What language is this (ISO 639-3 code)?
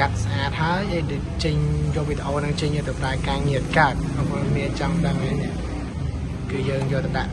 khm